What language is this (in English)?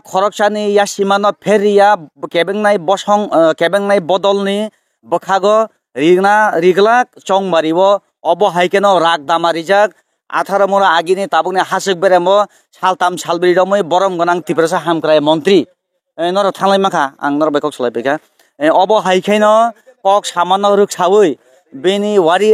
Kok Borok